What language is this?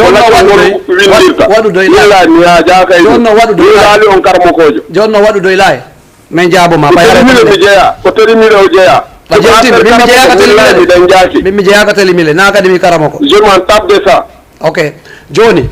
Fula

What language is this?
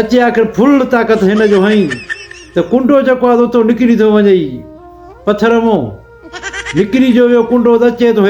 Sindhi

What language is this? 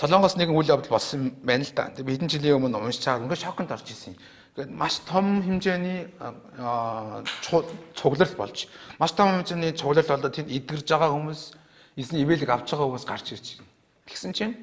Mongolian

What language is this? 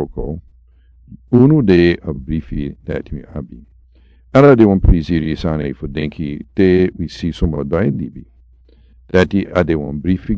Sranan Tongo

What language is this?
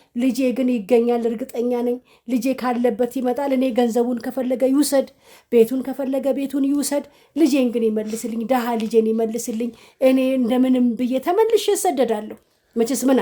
Amharic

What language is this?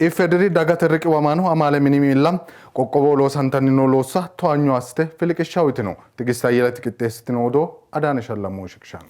Sidamo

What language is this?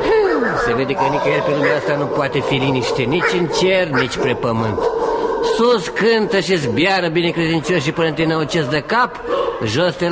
Romanian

